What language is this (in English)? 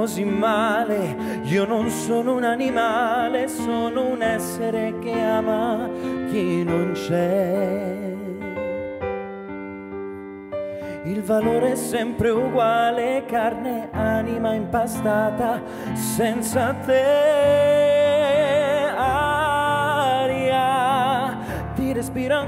Italian